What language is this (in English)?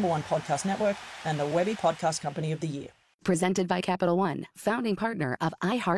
English